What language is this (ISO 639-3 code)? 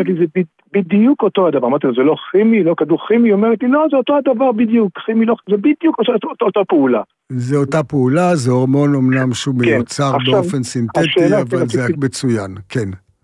heb